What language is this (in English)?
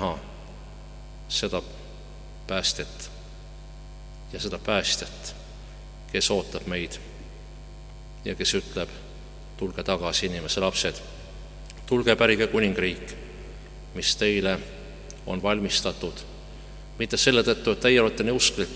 Estonian